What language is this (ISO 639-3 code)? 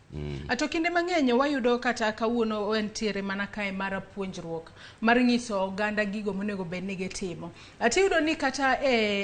luo